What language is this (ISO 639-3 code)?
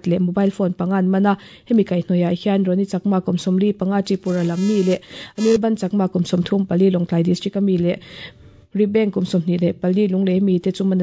lus